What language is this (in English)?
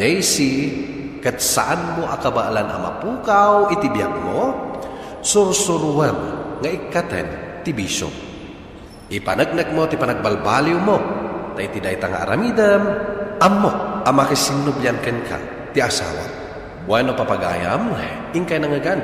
Iloko